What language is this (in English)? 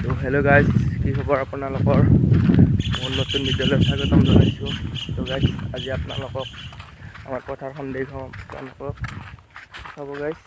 Assamese